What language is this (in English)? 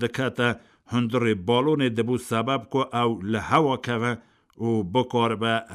Kurdish